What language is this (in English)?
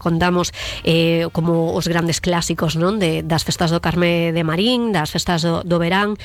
Galician